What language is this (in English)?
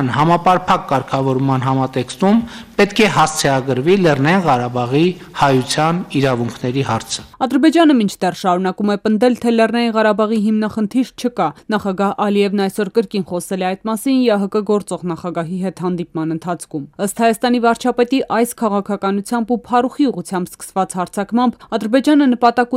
Armenian